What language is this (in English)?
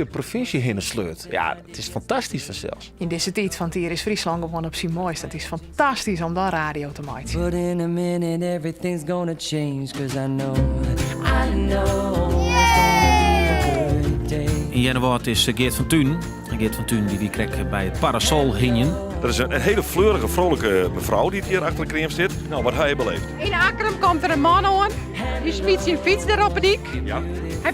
Western Frisian